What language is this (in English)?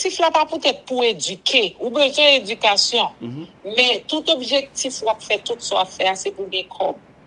Haitian Creole